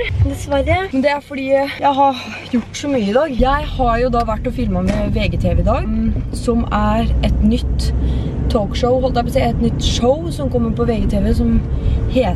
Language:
Norwegian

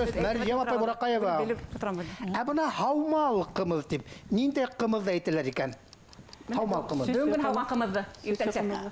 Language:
Bashkir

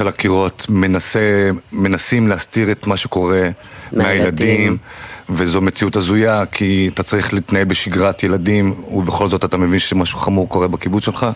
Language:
Hebrew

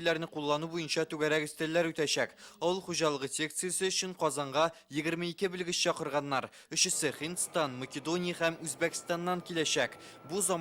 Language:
Tatar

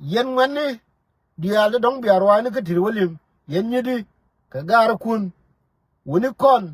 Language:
Nuer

